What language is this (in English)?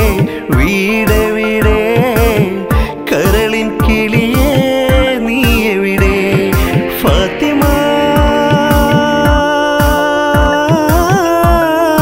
Malayalam